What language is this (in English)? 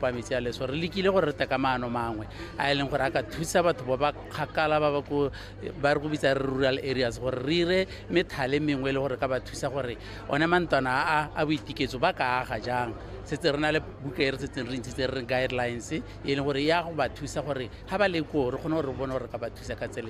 Tswana